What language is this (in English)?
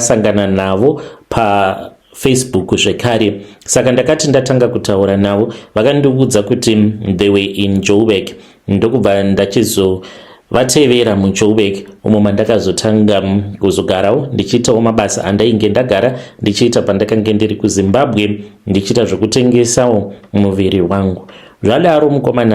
Shona